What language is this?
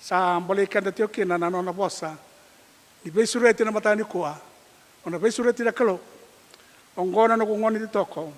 Fijian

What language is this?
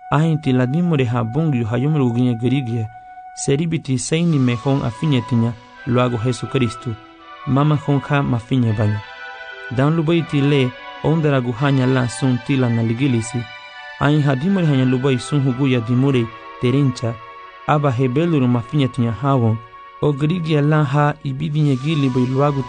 Garifuna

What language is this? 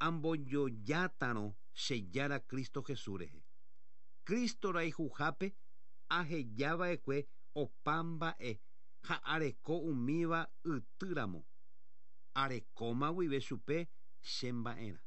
Guarani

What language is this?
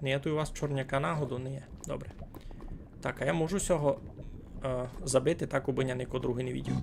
Rusyn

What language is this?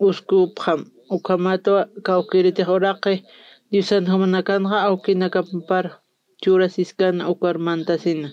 Aymara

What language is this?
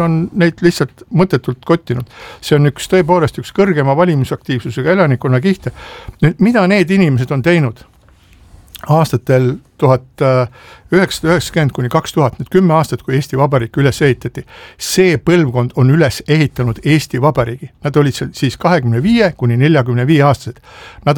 Estonian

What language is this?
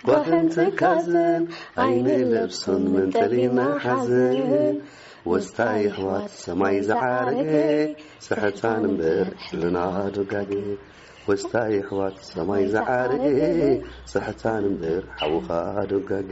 Tigrinya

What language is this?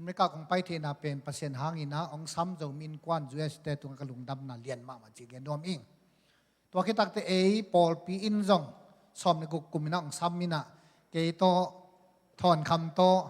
Tedim Chin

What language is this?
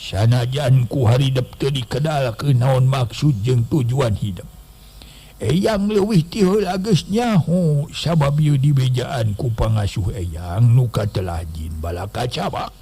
Sundanese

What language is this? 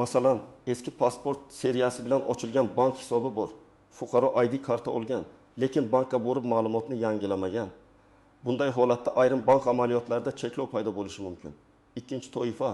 Uzbek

